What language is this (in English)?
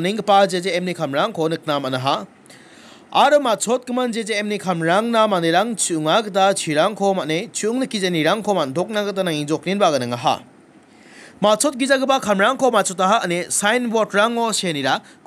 Garo